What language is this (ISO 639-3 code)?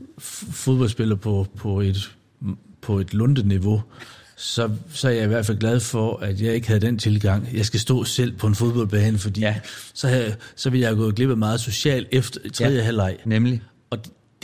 dan